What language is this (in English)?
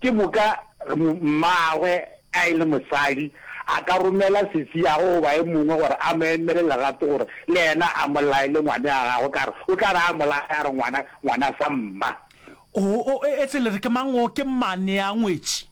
Northern Sotho